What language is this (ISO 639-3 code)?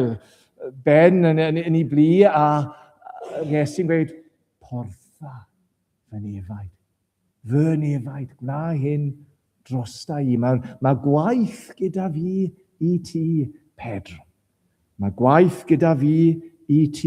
cym